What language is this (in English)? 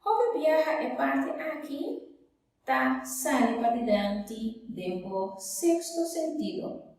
Papiamento